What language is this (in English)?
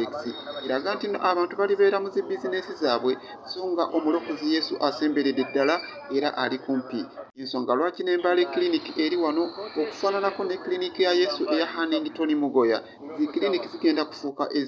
Ganda